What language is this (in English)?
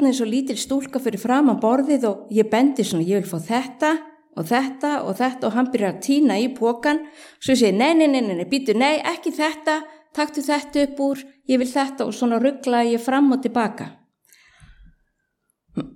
Icelandic